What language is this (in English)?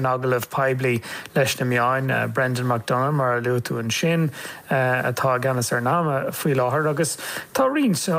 Irish